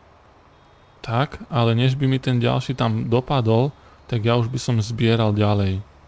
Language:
Slovak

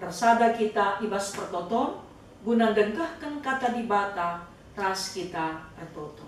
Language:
Batak Karo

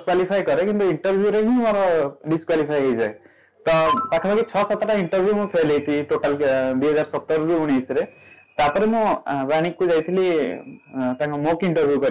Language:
Odia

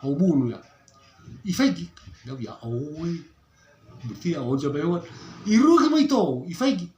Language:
Nias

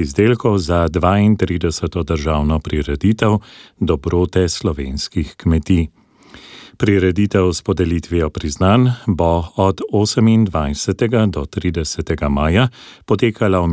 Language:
Slovenian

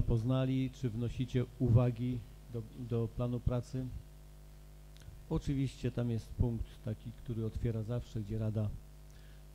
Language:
Polish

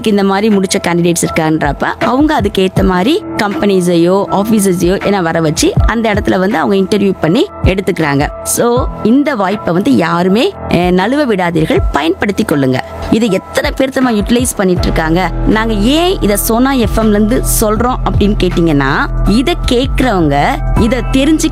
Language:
Tamil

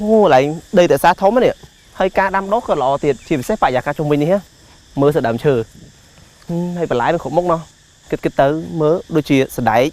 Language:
Khmer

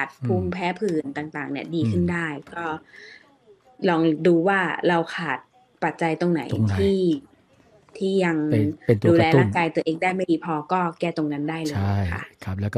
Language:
Thai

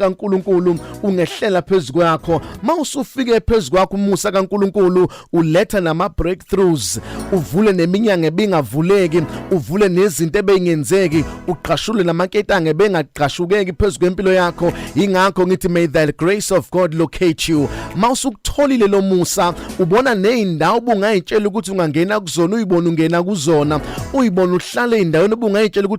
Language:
Zulu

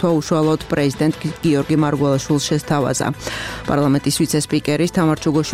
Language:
Georgian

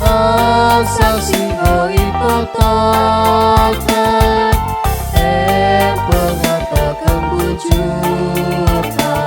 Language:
Batak Karo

